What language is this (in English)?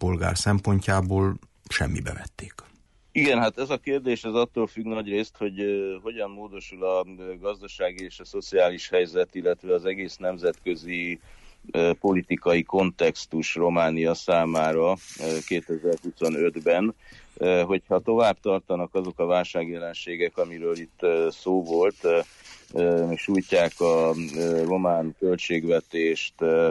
Hungarian